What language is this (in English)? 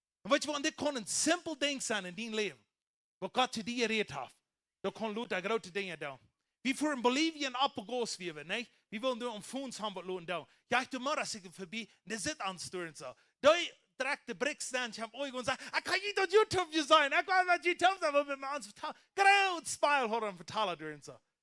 Plautdietsch